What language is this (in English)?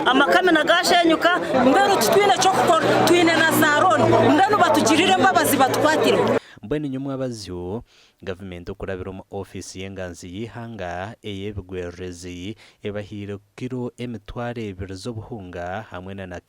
Nyankole